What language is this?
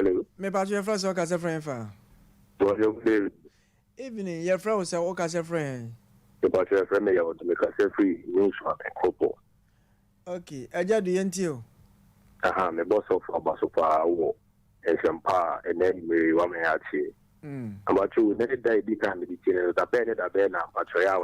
Akan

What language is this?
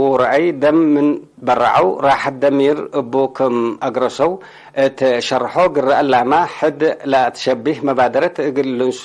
Tigre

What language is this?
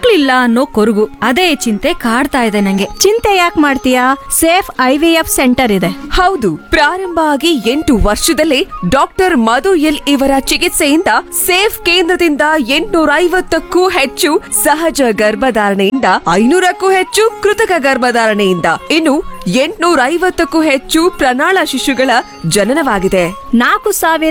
Kannada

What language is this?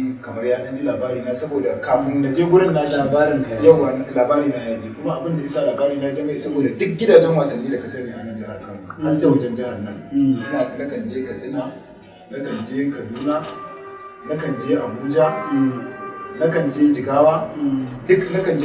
Hausa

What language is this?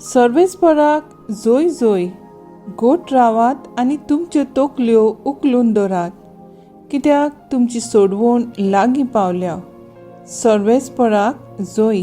Konkani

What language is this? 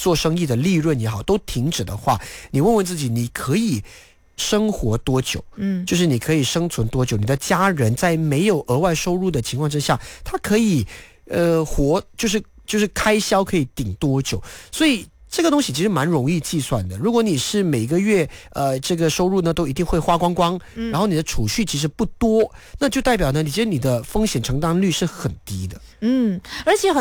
Chinese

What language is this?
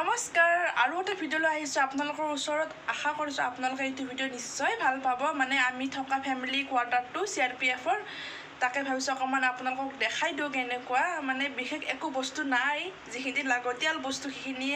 Assamese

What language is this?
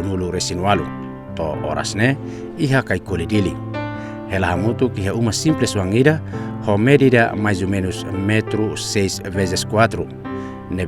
Tetum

